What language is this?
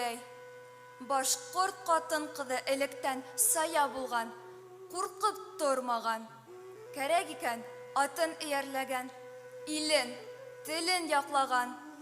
Bashkir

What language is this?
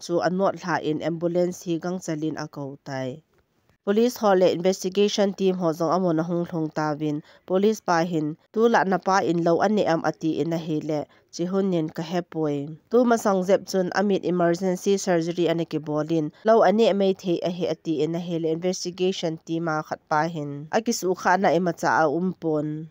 Thado Chin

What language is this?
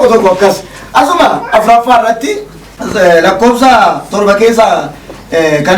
Oromo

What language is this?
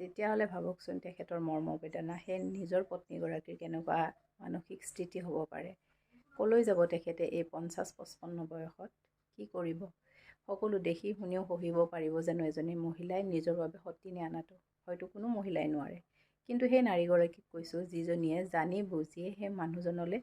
Assamese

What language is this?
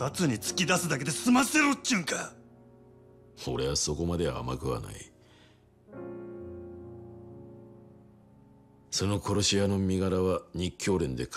Japanese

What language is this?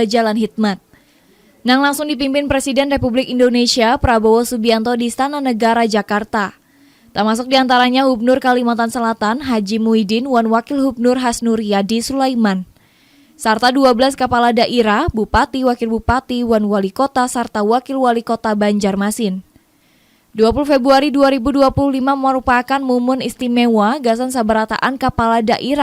Banjar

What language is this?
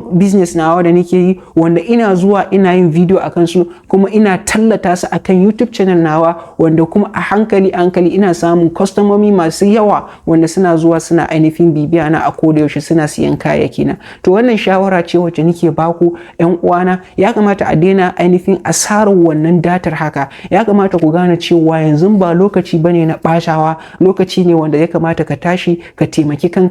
Hausa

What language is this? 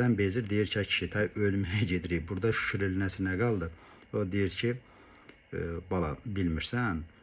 Azerbaijani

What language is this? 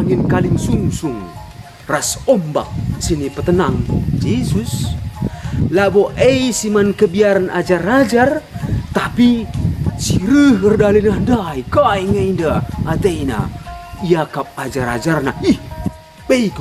Batak Karo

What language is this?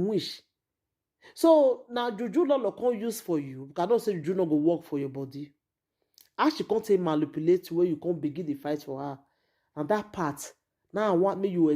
Nigerian Pidgin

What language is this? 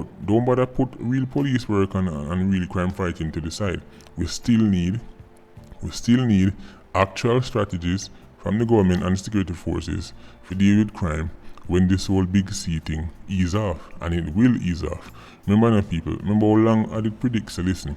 Jamaican Creole English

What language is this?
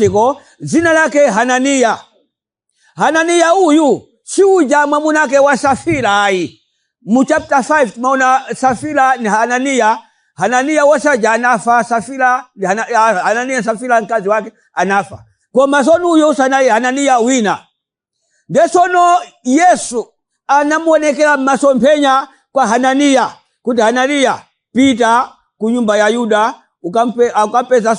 Nyanja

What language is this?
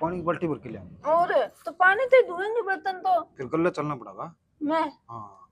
Haryanvi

